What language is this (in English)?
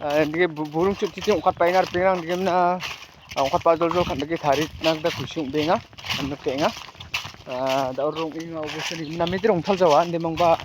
Garo